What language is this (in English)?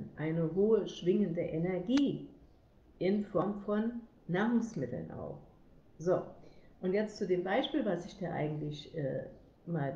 German